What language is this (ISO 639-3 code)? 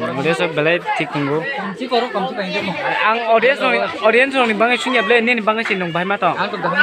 trp